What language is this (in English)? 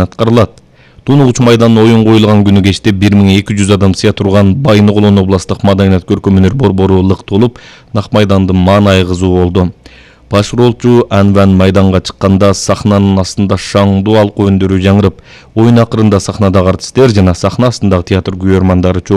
Kyrgyz